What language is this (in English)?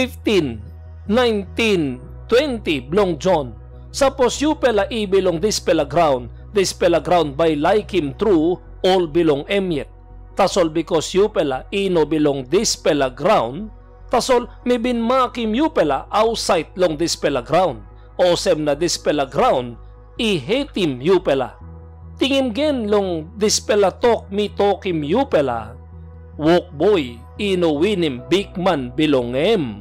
Tok Pisin